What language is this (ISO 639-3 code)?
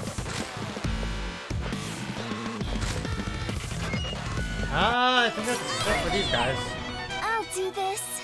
eng